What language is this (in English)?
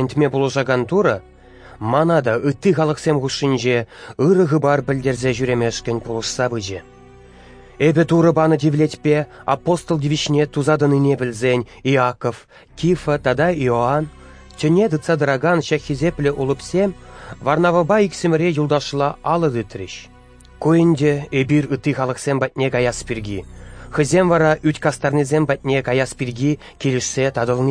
Chuvash